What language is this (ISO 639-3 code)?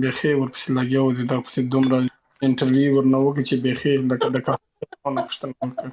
pus